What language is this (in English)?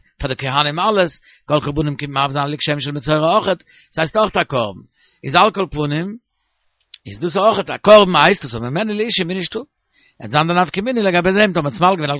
Yiddish